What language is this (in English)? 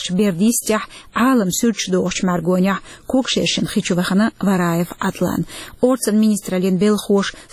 Chechen